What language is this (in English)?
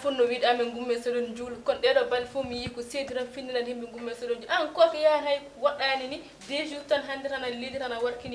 Fula